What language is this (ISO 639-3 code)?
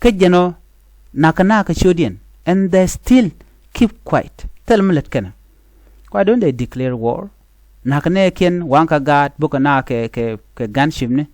nus